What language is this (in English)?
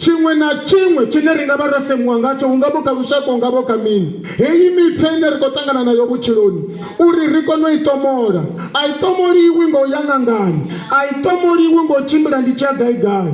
Venda